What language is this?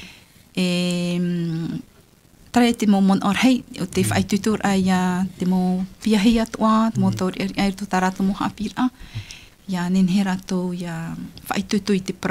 Tahitian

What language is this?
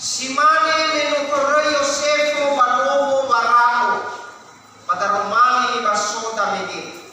Nias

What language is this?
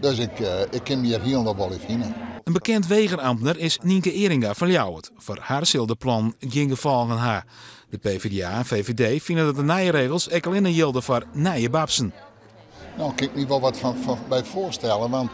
Western Frisian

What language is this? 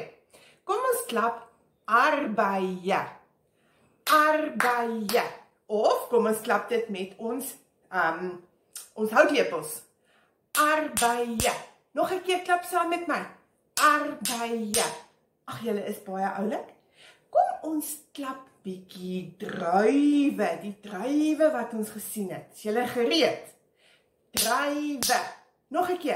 Afrikaans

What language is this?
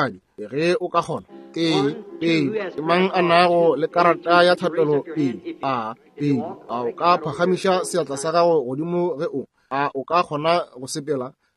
Northern Sotho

